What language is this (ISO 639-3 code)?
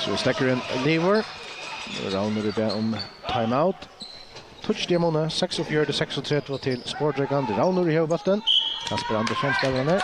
fao